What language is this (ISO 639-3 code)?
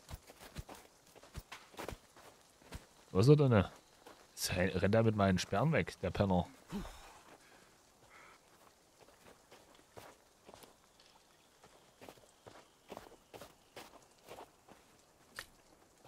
deu